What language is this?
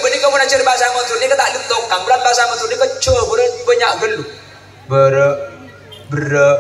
Madurese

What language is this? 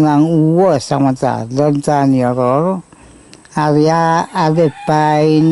Pohnpeian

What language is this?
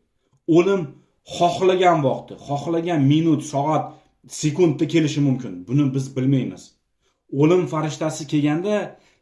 Uzbek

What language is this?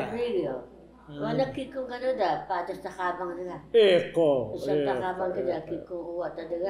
Taroko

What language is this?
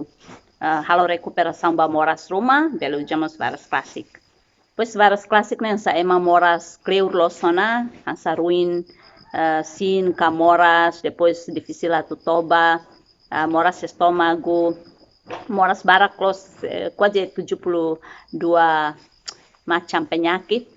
Tetum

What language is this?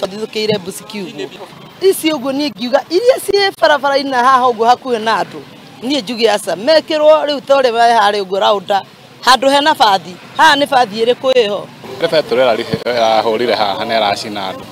Kikuyu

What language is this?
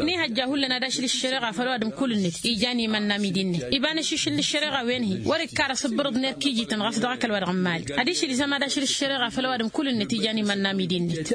Tamasheq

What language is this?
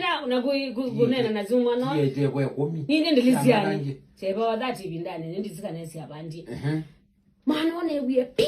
Kamba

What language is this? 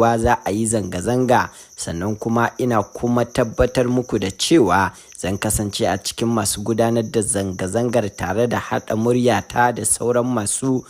Hausa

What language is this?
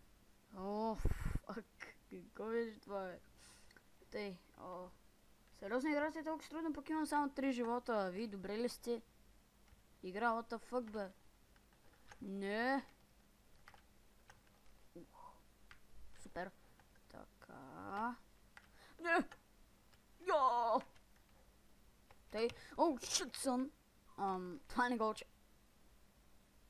Bulgarian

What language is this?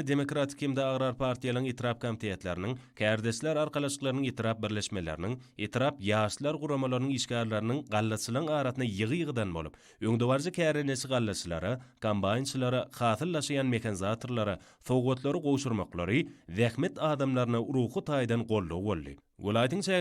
Turkmen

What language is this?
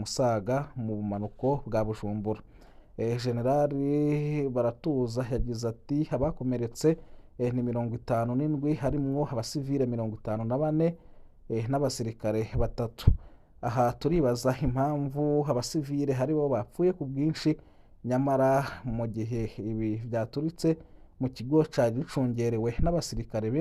Rundi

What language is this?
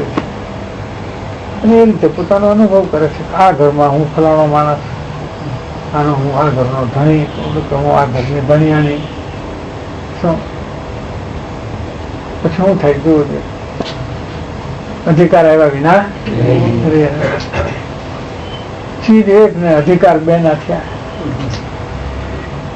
Gujarati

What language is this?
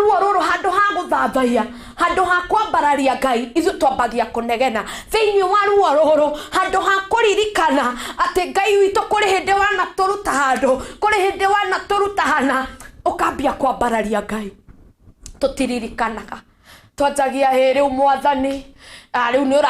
Kikuyu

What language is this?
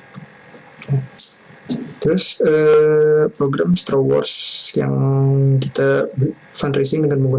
Indonesian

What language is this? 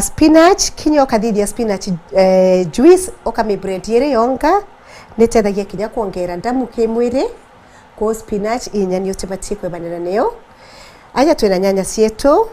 Meru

